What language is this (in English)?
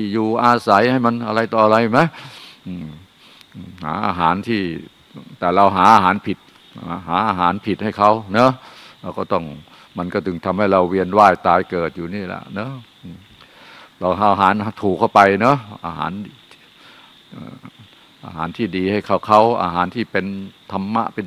Thai